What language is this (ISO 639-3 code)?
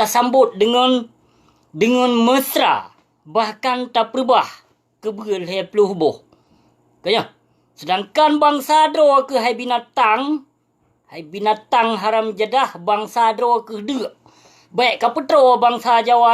ace